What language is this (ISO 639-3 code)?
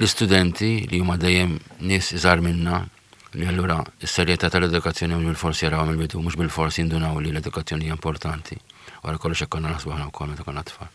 mlt